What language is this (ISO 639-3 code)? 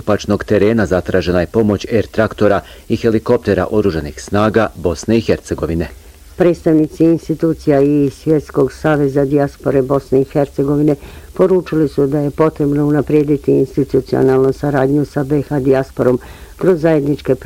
bos